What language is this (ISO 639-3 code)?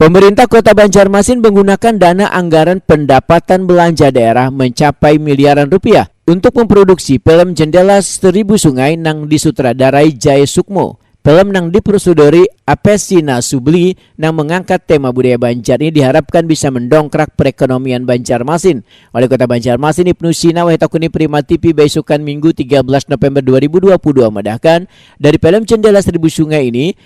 bjn